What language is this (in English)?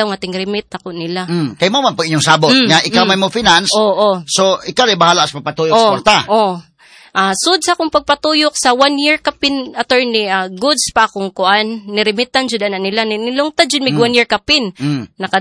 Cebuano